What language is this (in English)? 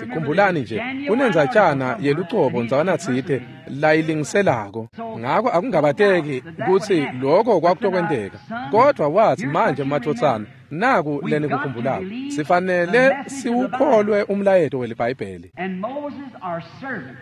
Swati